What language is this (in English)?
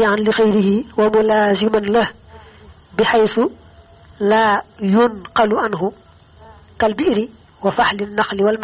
Wolof